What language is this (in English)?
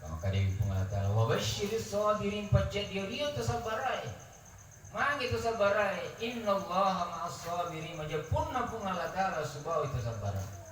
Buginese